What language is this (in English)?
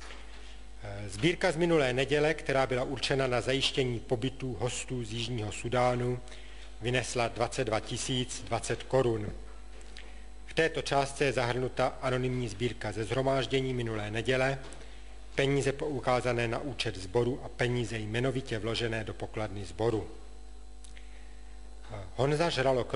Czech